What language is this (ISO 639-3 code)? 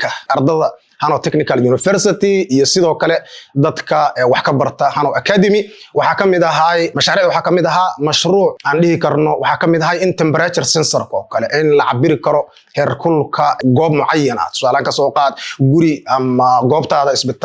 som